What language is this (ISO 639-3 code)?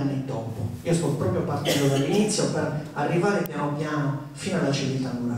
ita